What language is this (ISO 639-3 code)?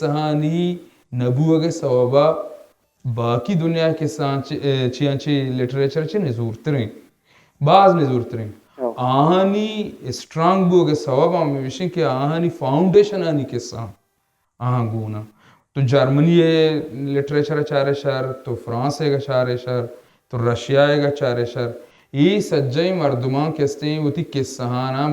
bal